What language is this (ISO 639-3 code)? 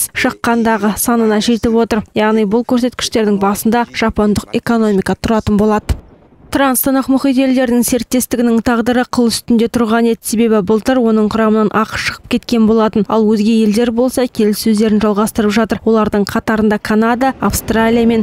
kaz